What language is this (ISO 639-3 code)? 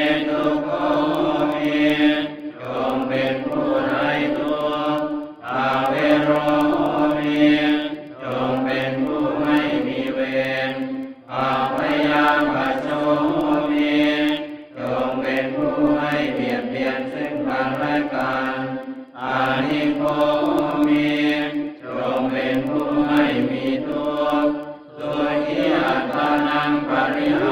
pli